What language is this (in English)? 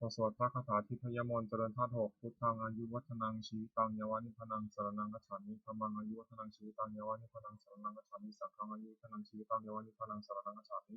Pali